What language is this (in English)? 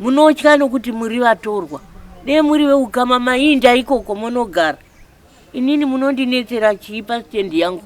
Shona